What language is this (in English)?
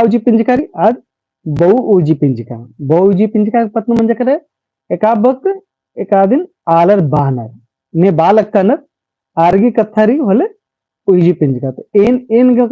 Kurukh